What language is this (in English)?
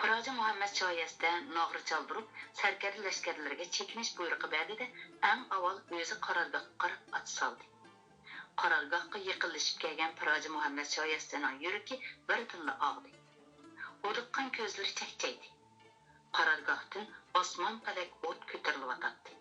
Uyghur